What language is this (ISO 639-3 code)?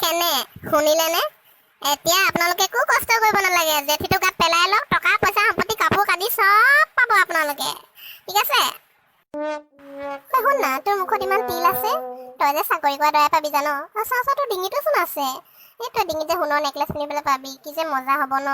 asm